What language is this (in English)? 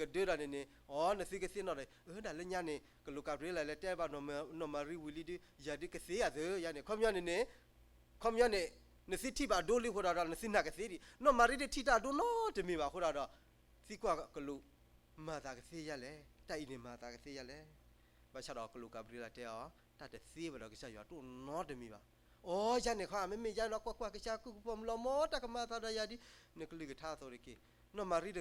S'gaw Karen